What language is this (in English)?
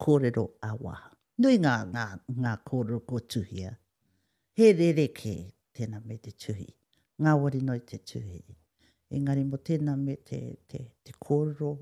Māori